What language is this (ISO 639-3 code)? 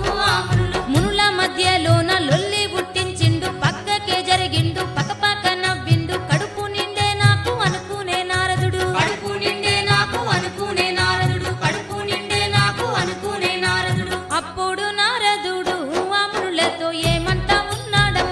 tel